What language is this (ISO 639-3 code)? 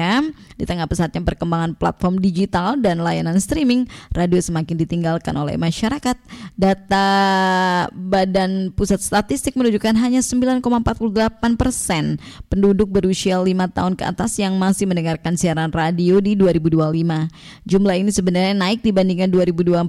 ind